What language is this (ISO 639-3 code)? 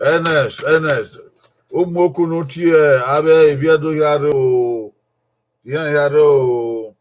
bin